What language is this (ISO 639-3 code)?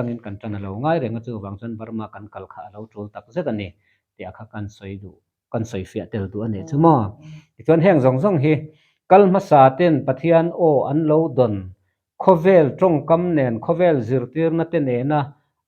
lus